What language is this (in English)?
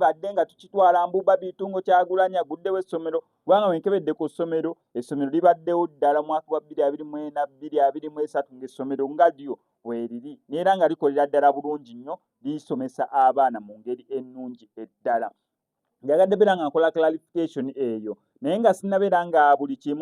Ganda